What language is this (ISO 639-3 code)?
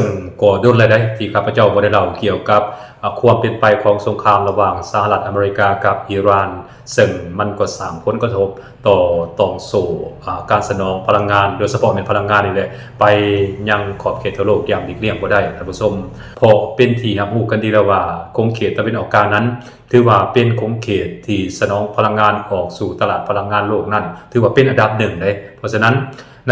lao